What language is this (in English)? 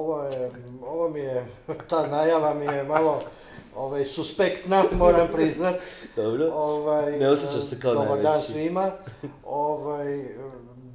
Croatian